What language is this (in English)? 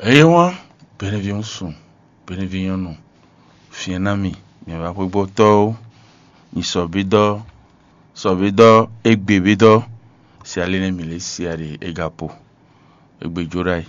Fon